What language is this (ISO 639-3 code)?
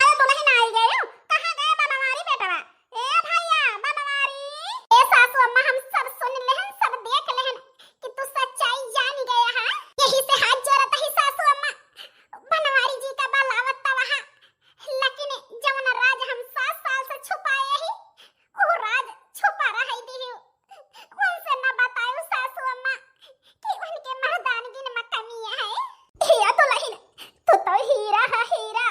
awa